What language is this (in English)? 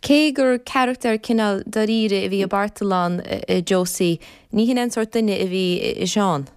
Irish